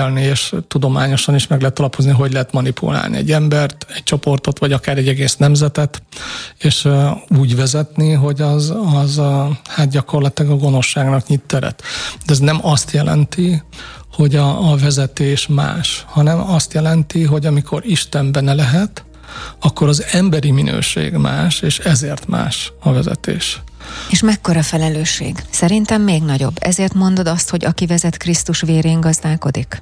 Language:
Hungarian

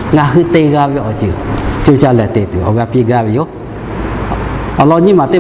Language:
Lahu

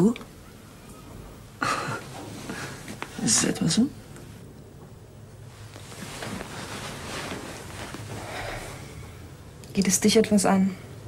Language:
German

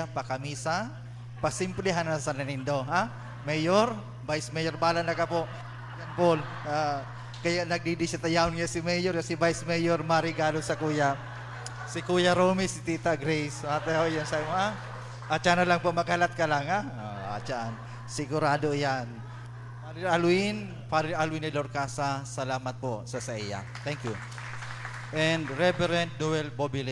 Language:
Bikol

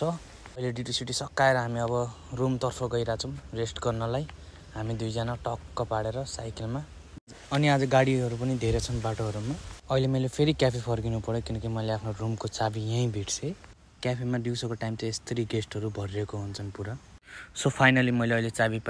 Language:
Nepali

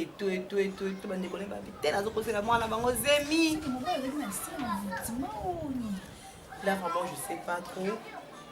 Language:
Lingala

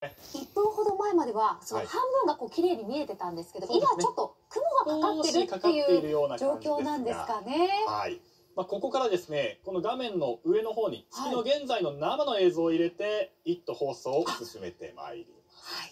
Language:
Japanese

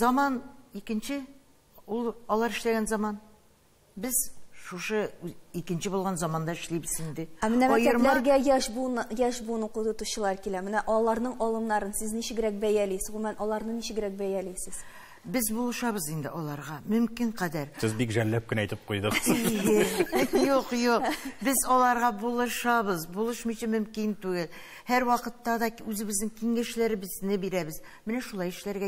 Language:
Tatar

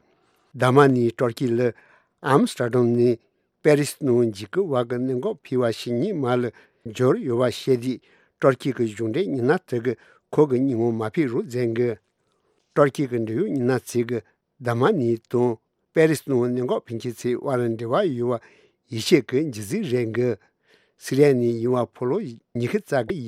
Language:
Tibetan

